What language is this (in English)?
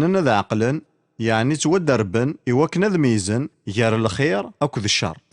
Kabyle